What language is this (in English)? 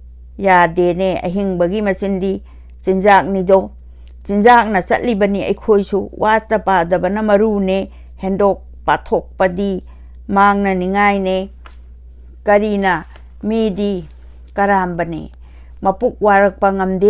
Manipuri